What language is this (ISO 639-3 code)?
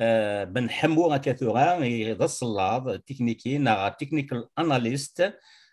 kab